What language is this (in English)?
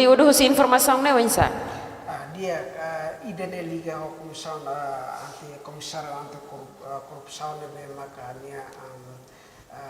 Tetum